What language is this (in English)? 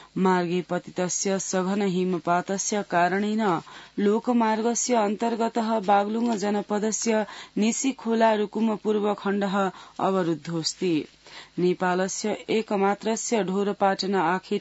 Sanskrit